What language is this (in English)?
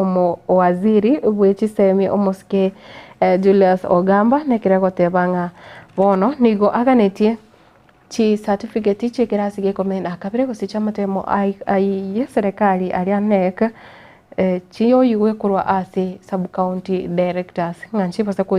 Gusii